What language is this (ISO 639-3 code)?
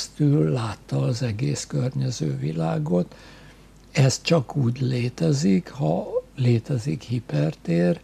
hun